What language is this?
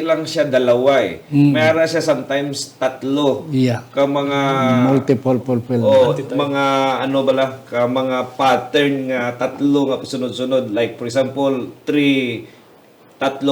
Hiligaynon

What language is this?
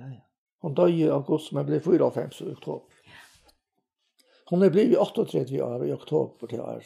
Faroese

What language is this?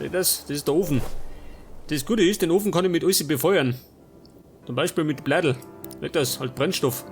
Bavarian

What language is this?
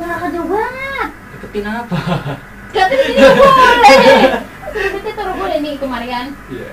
Betawi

